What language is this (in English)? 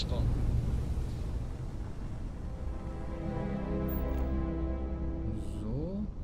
German